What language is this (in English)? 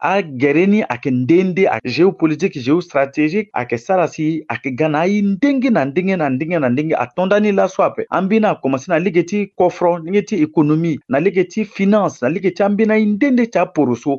Sango